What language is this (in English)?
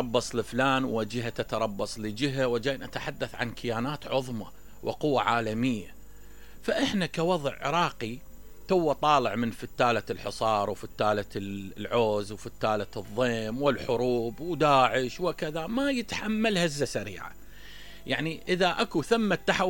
Mesopotamian Arabic